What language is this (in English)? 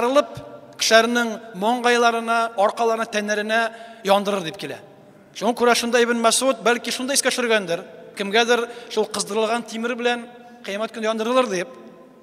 Tatar